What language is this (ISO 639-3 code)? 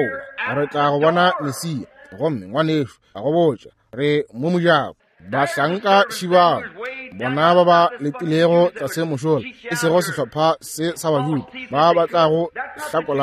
nso